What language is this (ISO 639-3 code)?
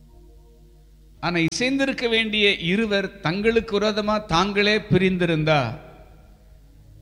tam